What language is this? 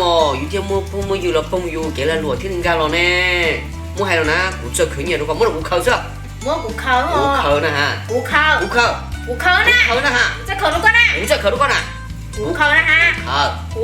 Hmong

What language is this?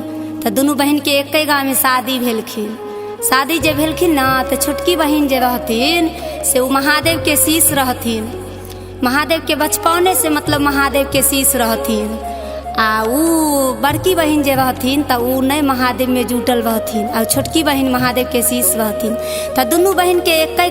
Maithili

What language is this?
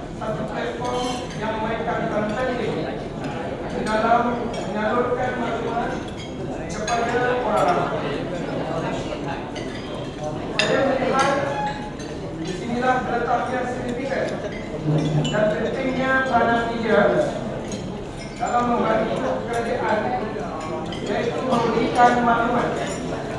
Malay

